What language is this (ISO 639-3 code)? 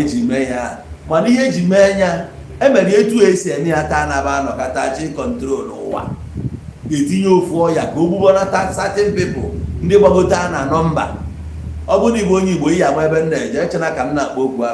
ibo